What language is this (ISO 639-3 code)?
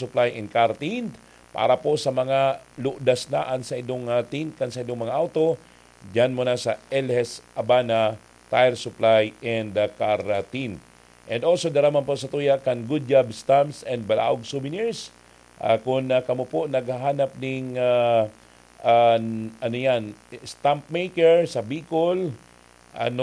bik